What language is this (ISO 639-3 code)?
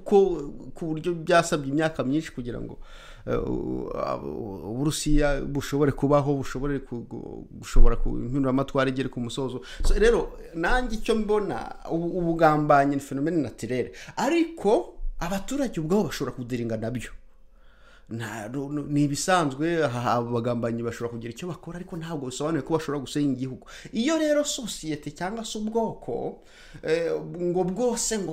kin